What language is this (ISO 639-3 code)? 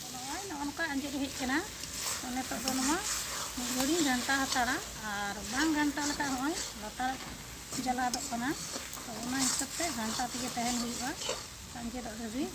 sat